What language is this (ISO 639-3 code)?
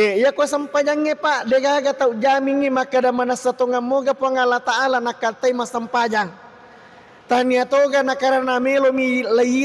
bug